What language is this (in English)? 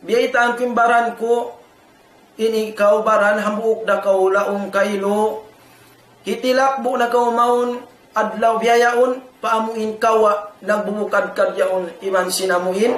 Tausug